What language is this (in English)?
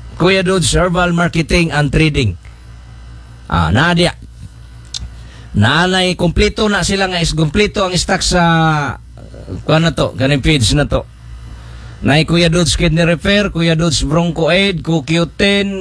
Cebuano